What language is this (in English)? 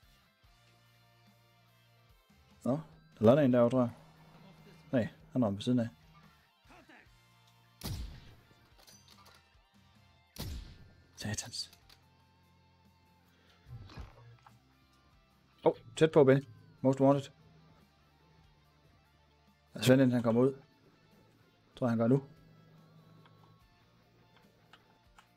Danish